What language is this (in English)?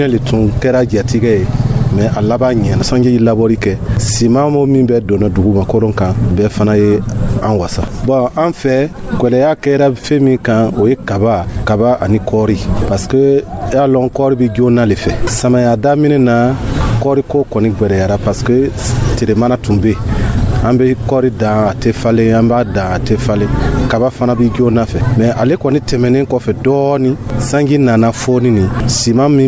Dyula